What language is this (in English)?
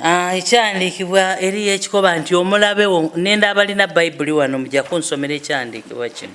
Soga